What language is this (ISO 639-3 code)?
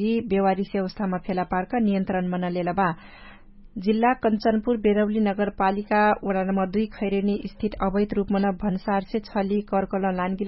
thl